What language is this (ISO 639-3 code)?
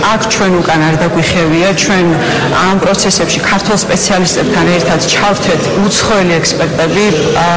kat